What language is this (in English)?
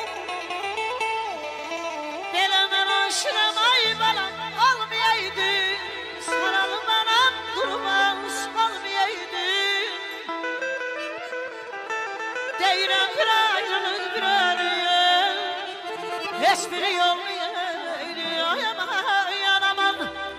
Azerbaijani